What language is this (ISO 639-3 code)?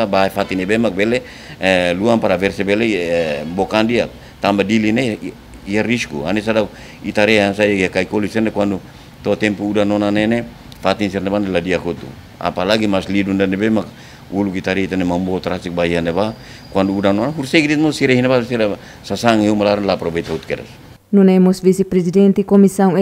tet